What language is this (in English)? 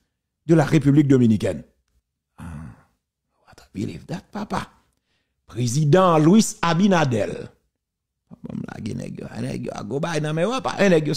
Haitian Creole